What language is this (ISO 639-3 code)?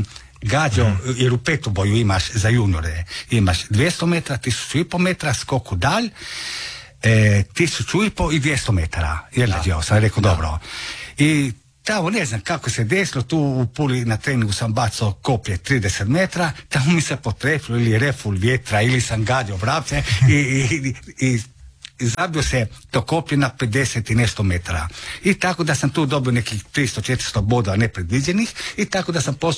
hrv